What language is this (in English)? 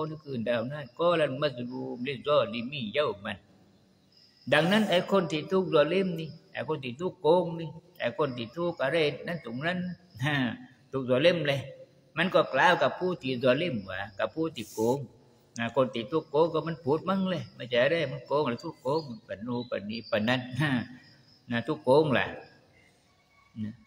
Thai